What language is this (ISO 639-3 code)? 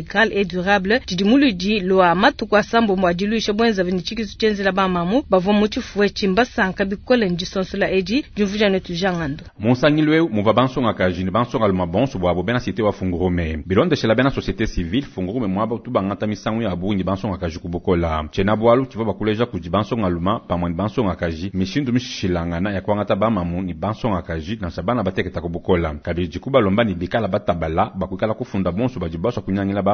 lua